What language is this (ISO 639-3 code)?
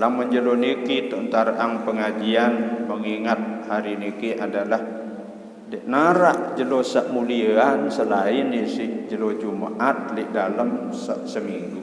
sas